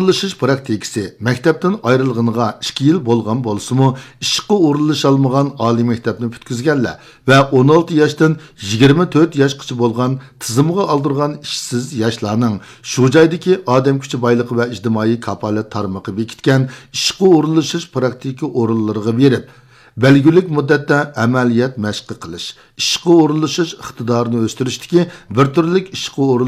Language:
Uyghur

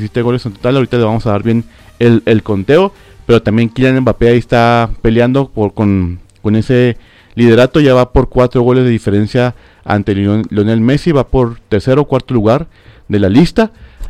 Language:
Spanish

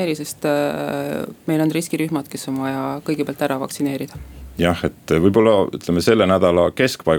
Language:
Estonian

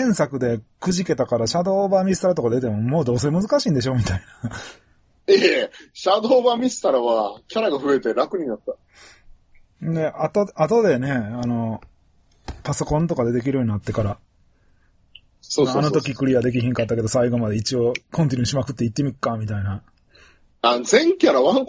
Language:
Japanese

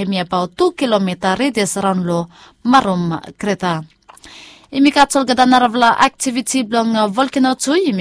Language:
Bislama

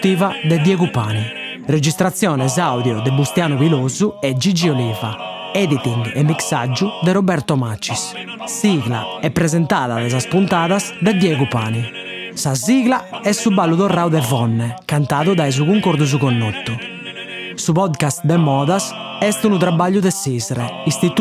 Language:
Sardinian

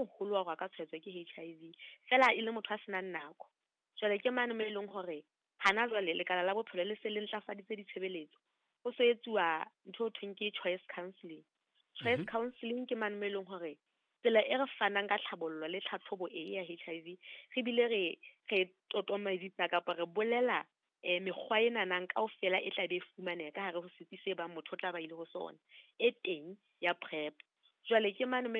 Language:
Southern Sotho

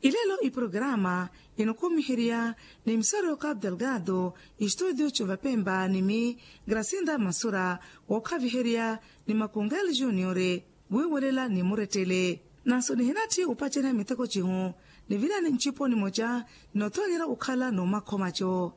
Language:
Makhuwa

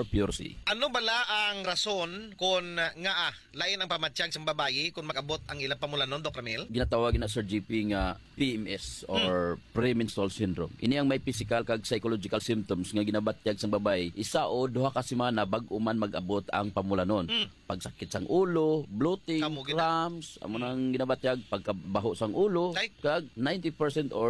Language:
Hiligaynon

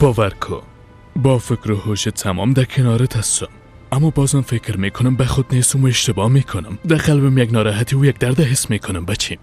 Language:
Persian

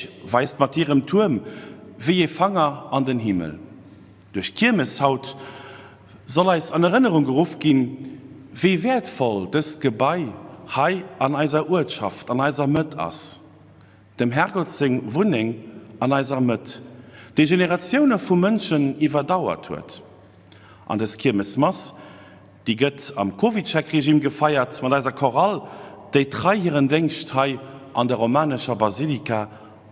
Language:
Luxembourgish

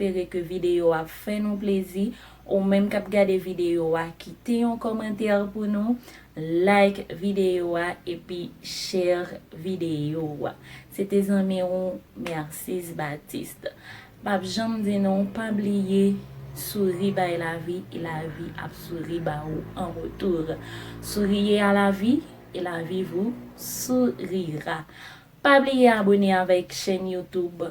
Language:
Haitian Creole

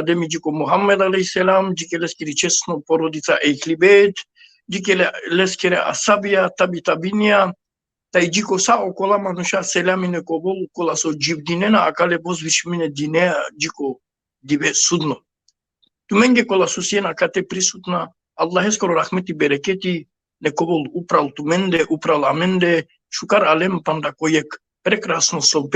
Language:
Balkan Romani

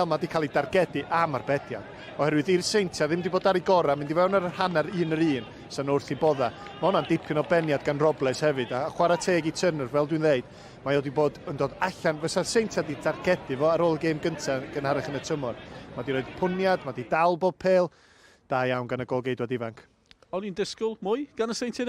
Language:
Welsh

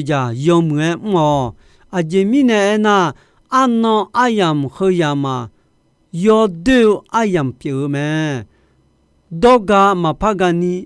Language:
Akha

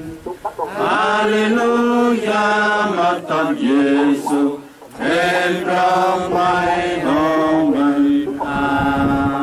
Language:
Central Mnong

